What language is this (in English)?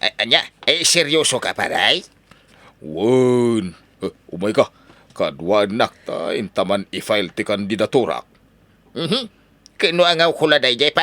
Iloko